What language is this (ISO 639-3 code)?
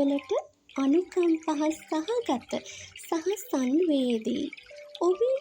sin